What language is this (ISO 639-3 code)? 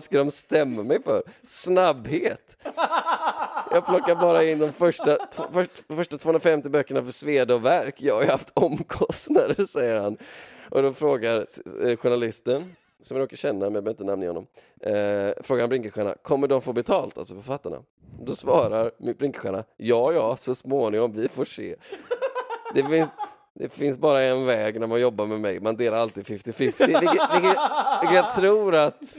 swe